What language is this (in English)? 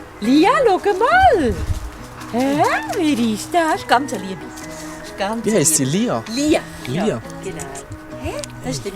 Swiss German